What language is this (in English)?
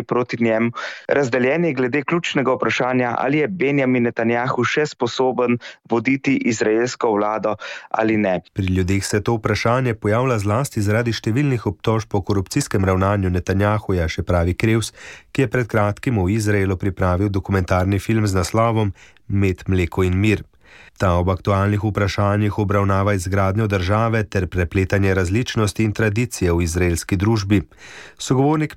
Slovenian